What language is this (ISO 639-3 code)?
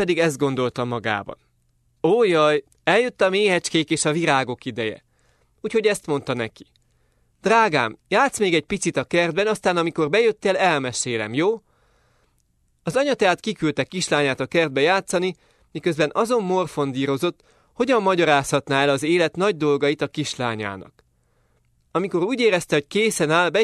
hun